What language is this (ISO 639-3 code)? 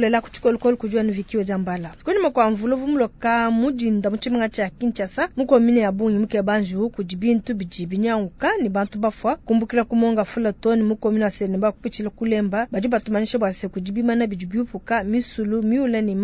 lua